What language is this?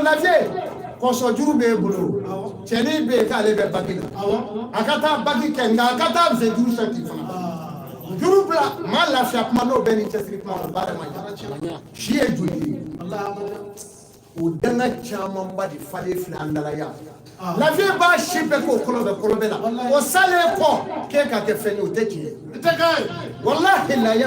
Bambara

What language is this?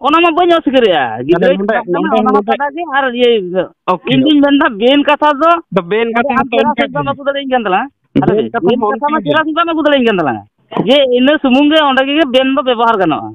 Santali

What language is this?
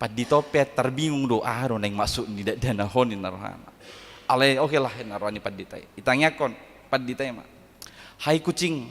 Batak Toba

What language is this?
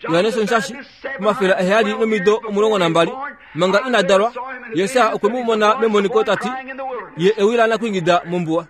Kuanyama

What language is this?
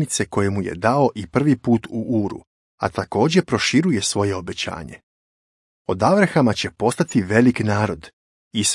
Serbian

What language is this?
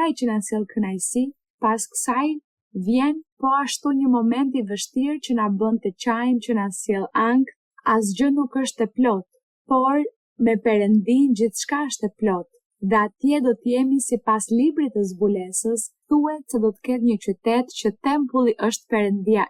Albanian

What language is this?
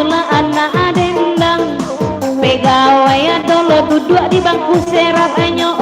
Minangkabau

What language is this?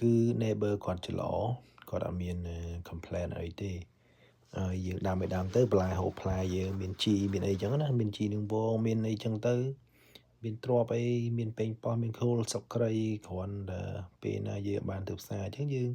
Khmer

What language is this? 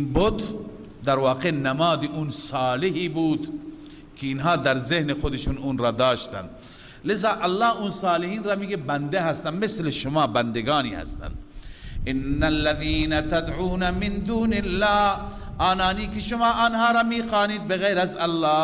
Persian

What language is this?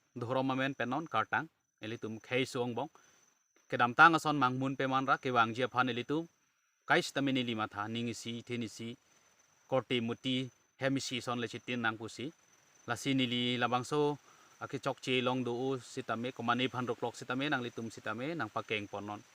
Karbi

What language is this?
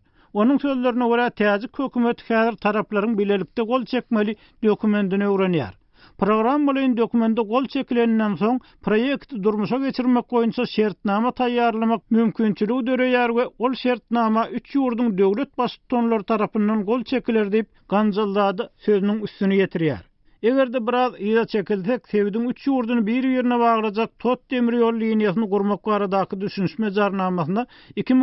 Turkmen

